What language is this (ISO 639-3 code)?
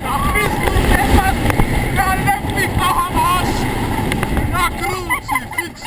bar